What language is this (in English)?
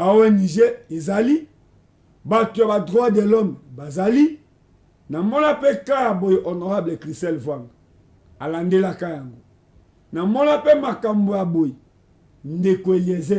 Lingala